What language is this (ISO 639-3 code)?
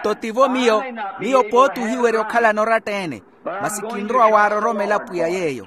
vmw